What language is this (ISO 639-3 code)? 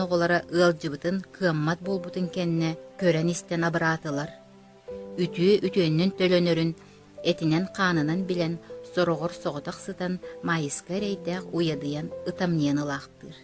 sah